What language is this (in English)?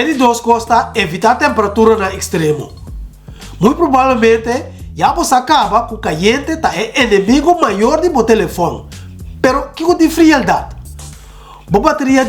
Papiamento